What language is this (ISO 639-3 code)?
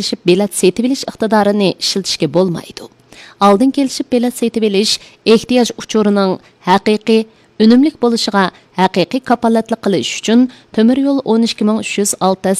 uig